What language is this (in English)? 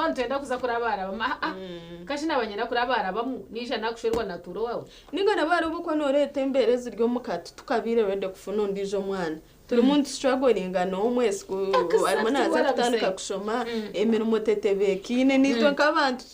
Nyankole